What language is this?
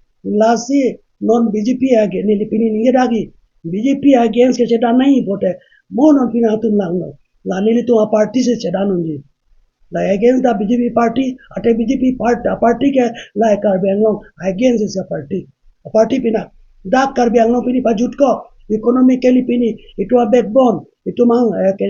Karbi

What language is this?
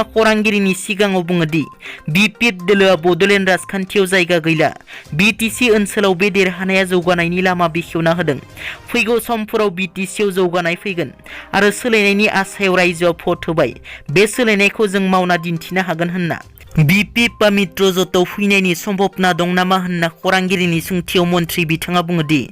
Bodo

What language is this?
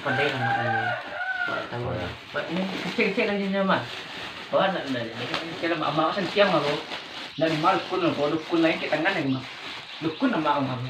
Minangkabau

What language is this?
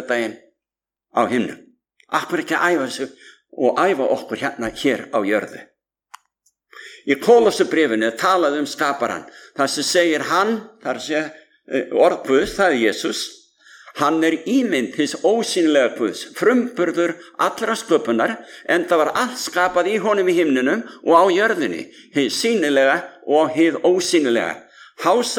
Icelandic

